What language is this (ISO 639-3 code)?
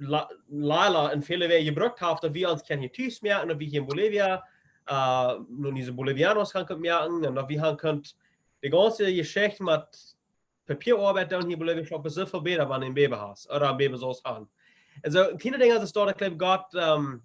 pdt